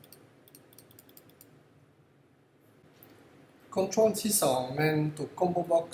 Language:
Lao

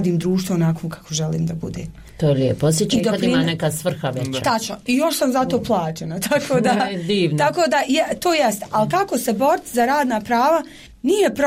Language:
Bosnian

